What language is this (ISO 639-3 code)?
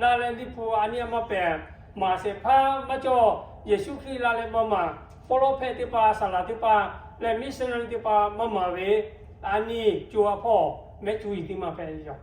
lhu